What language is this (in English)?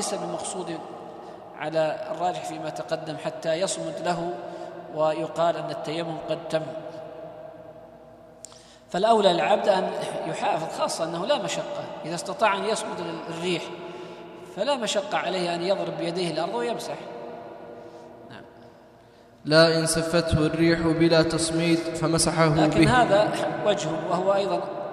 Arabic